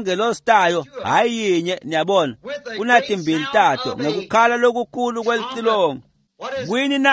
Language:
Swati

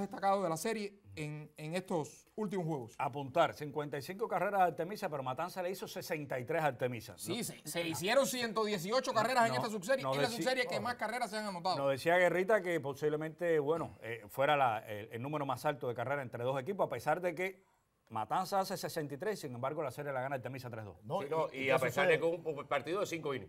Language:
Spanish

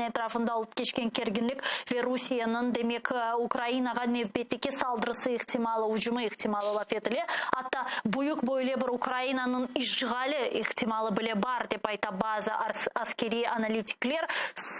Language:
Crimean Tatar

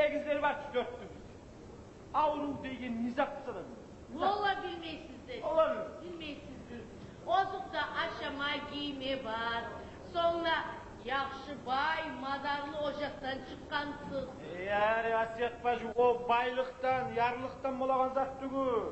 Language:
Kumyk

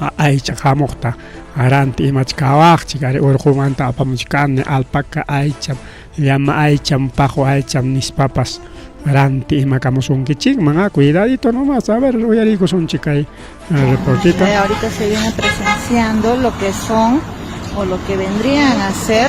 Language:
Ayacucho Quechua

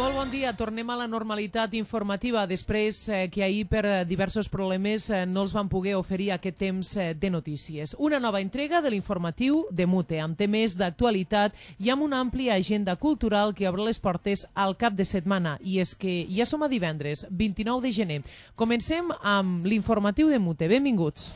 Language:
Catalan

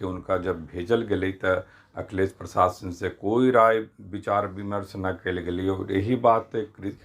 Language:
Magahi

